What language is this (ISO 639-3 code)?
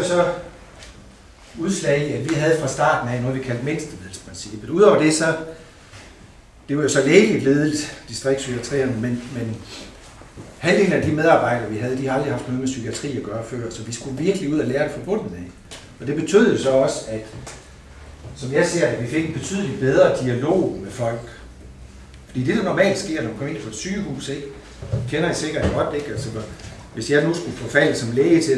dan